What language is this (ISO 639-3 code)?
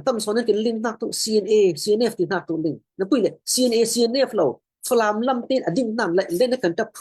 cfm